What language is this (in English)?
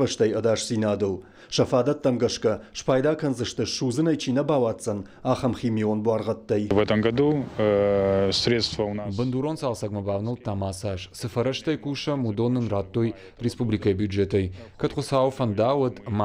Ossetic